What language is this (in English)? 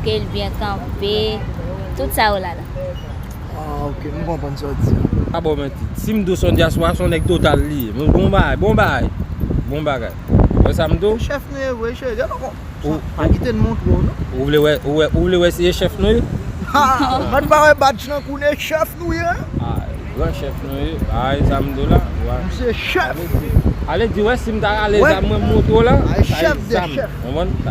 Haitian Creole